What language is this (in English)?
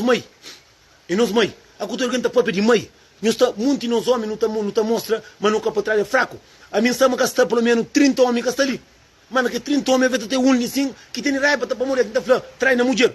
Kabuverdianu